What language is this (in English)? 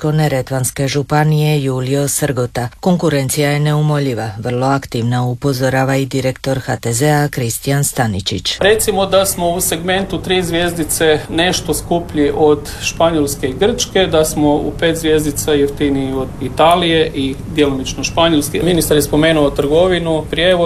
Croatian